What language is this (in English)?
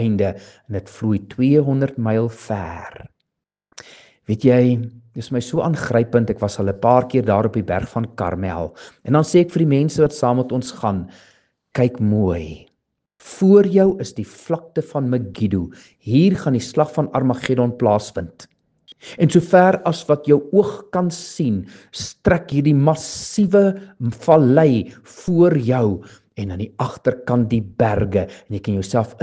Afrikaans